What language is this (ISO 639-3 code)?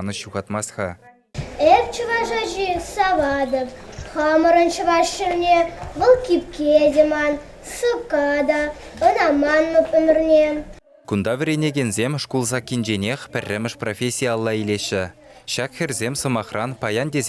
chv